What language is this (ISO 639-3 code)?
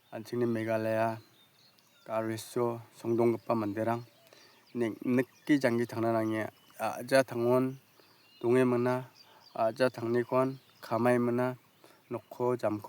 grt